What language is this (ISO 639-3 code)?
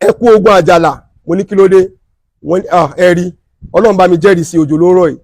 yor